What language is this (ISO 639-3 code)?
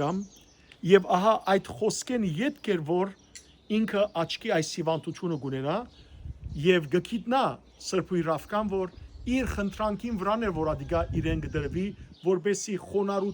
hyw